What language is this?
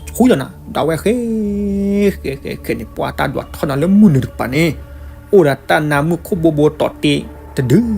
S'gaw Karen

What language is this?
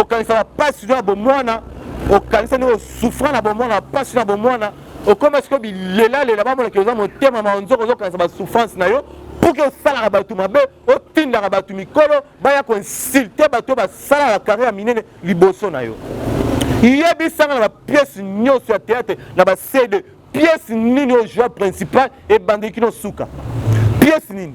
Lingala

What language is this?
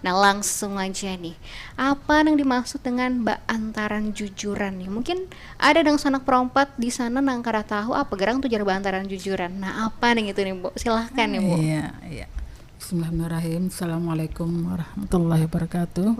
Banjar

